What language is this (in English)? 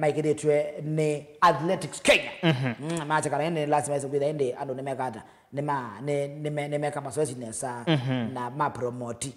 Kamba